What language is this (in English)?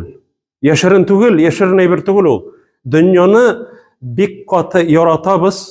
Tatar